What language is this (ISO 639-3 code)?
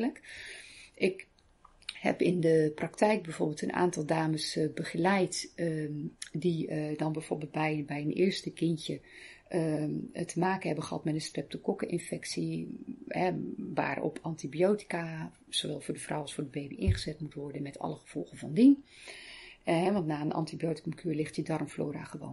nld